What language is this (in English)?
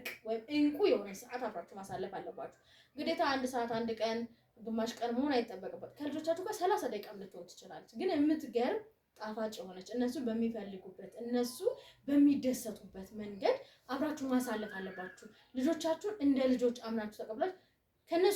Amharic